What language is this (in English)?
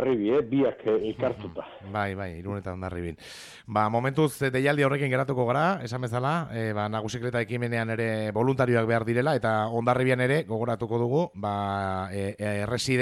Basque